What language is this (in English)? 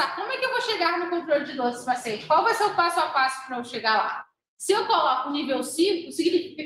Portuguese